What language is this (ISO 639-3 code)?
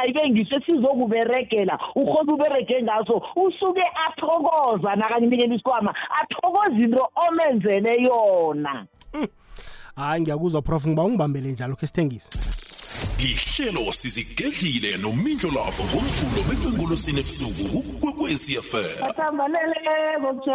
nbl